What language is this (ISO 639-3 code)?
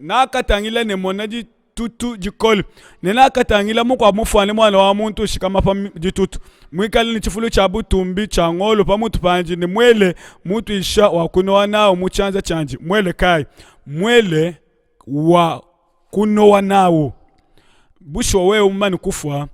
lua